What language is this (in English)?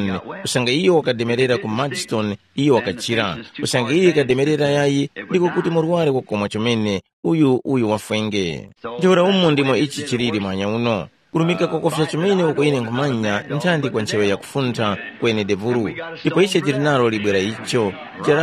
Tumbuka